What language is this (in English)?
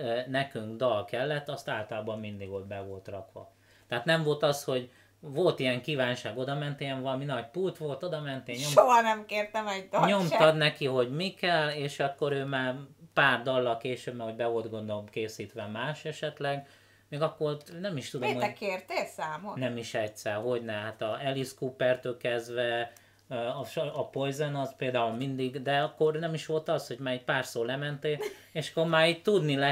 Hungarian